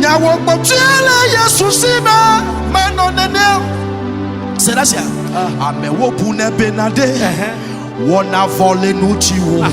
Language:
Ewe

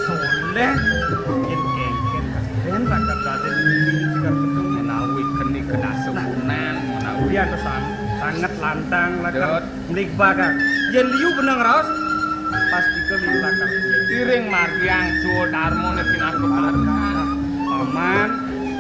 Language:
Balinese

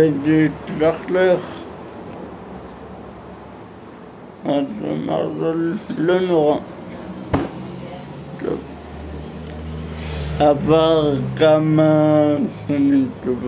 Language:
Hebrew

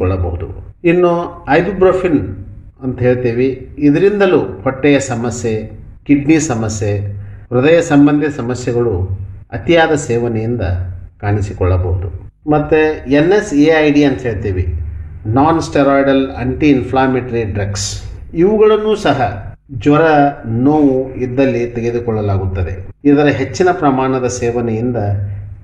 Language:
Kannada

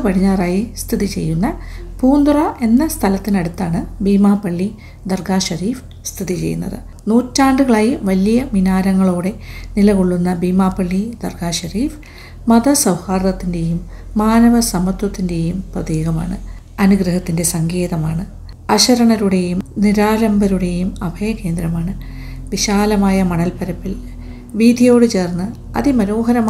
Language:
Malayalam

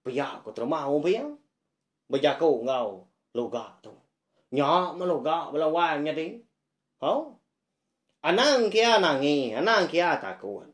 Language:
Iban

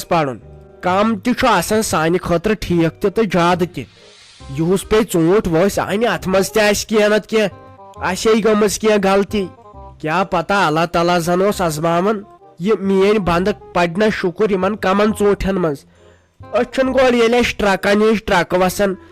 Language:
Kashmiri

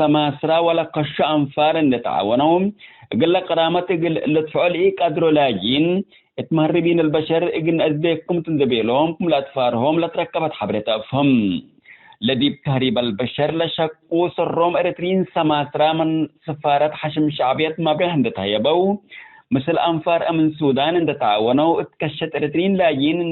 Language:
Tigre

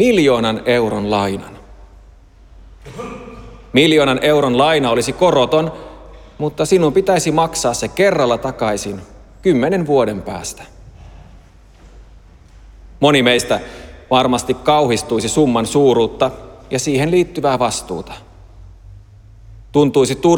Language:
Finnish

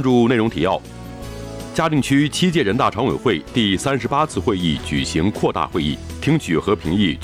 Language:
Chinese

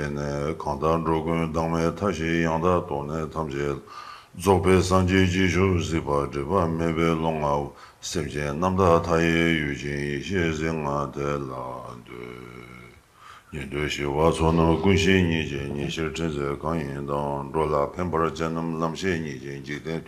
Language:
Tibetan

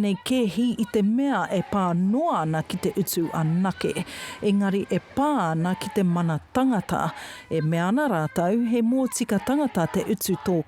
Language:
Māori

